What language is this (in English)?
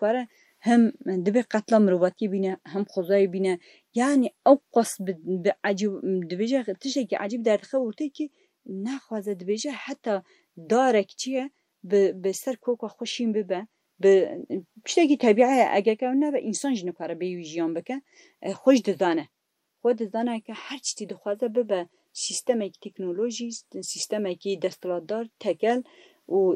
Kurdish